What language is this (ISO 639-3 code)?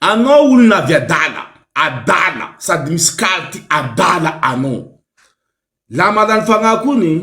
mlg